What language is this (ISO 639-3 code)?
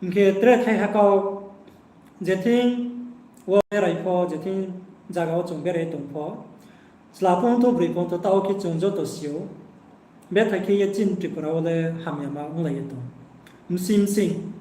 ria